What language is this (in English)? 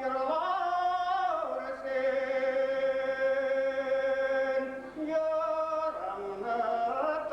Bashkir